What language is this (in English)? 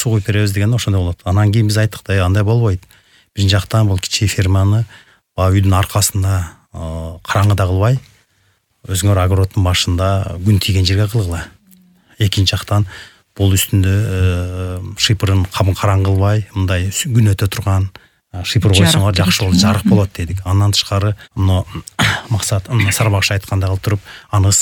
Kyrgyz